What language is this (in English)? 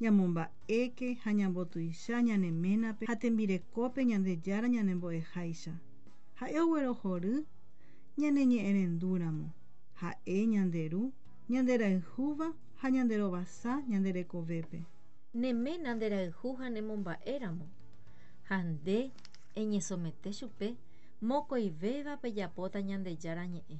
Guarani